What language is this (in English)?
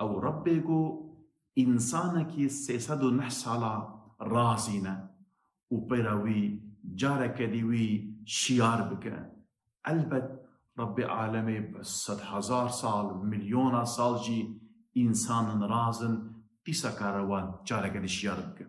Kurdish